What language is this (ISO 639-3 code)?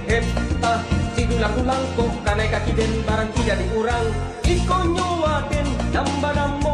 min